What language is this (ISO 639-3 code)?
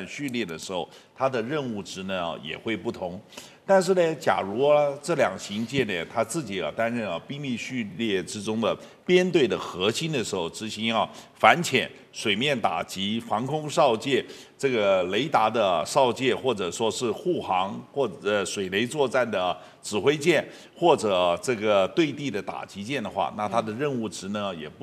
zho